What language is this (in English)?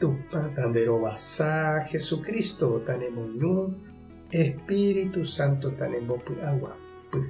Guarani